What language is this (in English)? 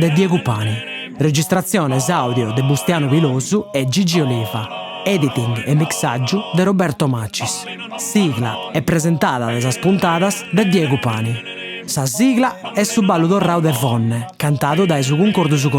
Sardinian